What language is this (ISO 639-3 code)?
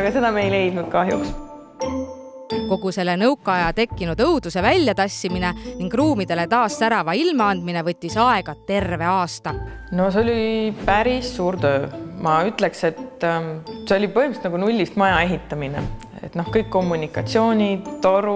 est